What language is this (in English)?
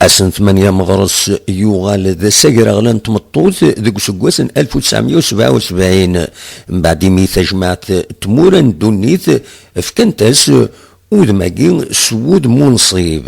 Kabyle